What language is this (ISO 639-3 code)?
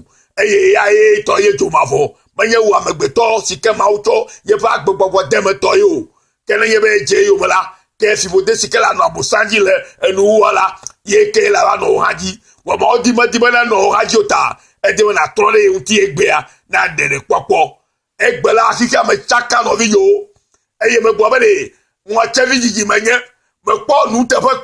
ewe